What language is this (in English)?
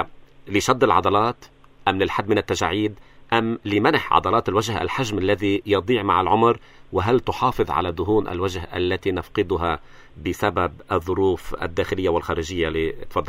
North Levantine Arabic